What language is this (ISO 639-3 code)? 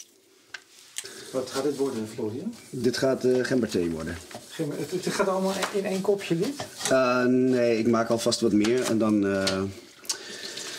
nld